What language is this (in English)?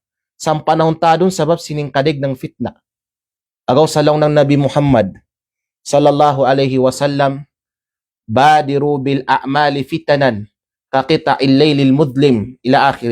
Kalagan